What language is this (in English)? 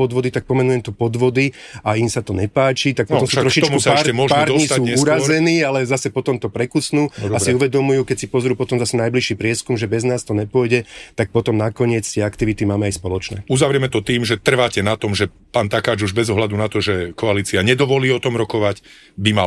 Slovak